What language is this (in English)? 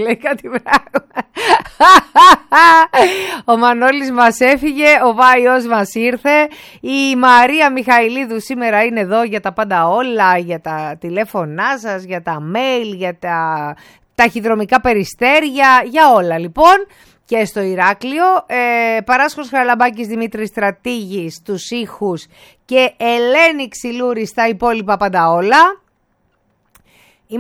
Greek